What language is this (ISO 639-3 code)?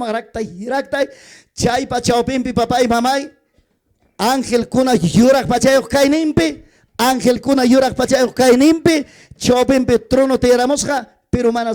quy